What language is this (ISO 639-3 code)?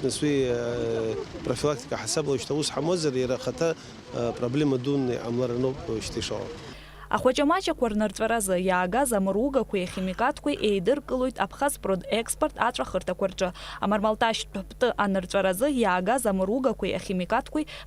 abk